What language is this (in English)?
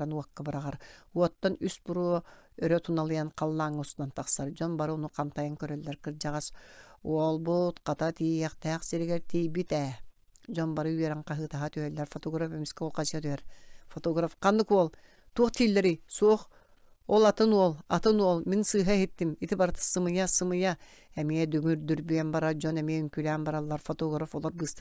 Yakut